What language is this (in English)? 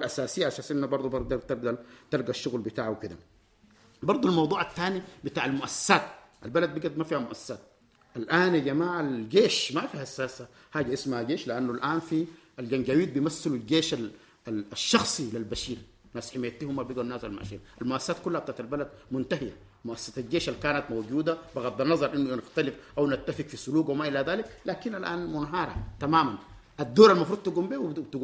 Sudanese Arabic